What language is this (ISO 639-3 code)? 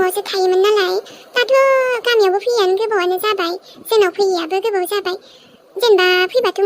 brx